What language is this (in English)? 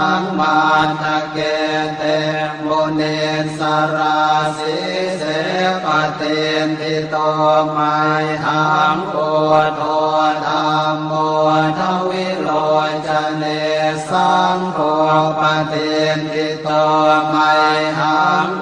Pali